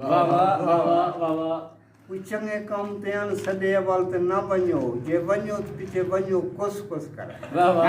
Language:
Saraiki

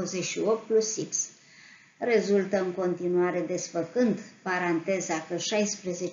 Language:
Romanian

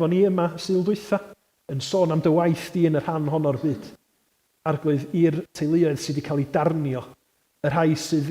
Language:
Welsh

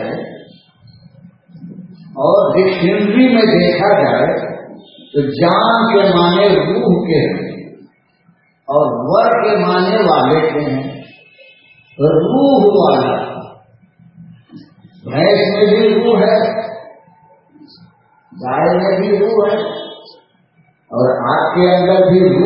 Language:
Urdu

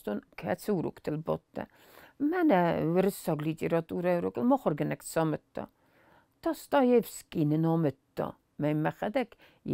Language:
Ossetic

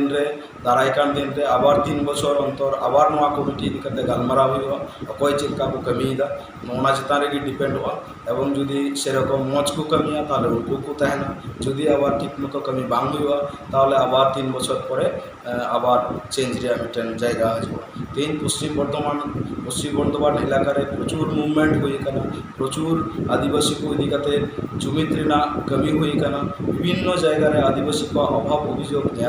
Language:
Santali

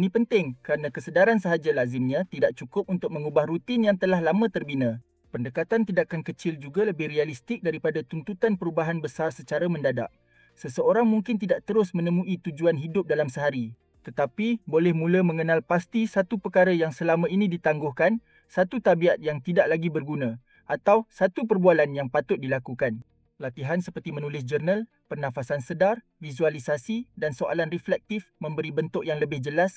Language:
Malay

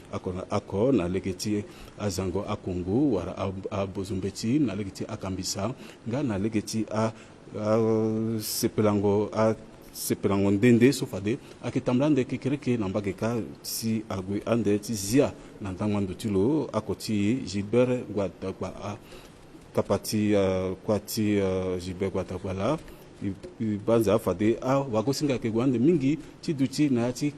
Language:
Sango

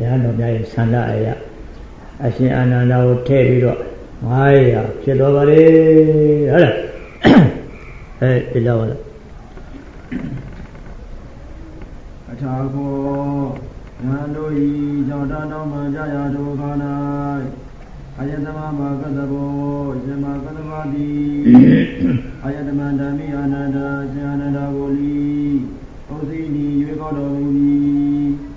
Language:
Burmese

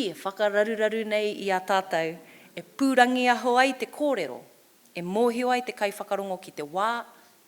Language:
Māori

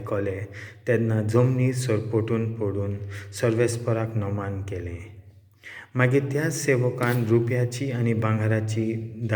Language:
Konkani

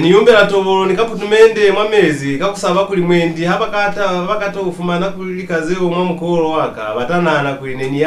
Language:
Lozi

